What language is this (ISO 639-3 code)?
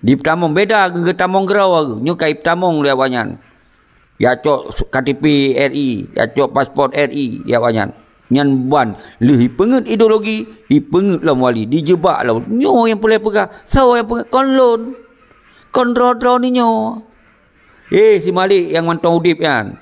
ace